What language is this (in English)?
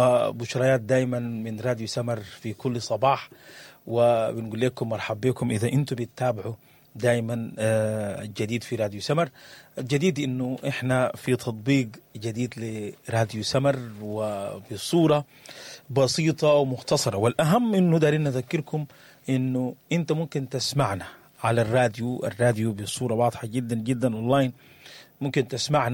Sudanese Arabic